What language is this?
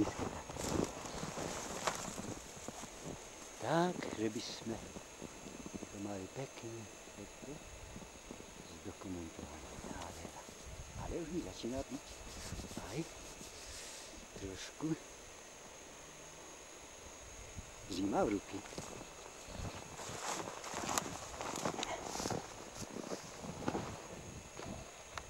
Slovak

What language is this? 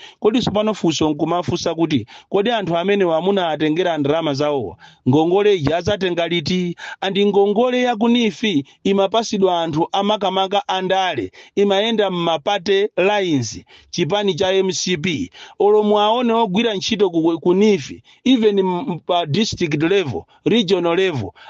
Nyanja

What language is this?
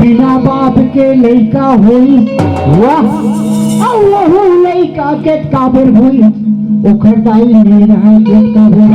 Chhattisgarhi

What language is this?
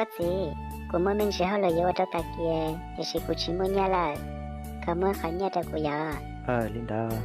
Hmong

